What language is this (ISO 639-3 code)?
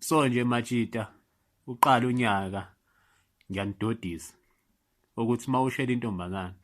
zul